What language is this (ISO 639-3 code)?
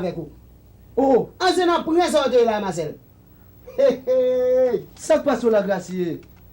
hat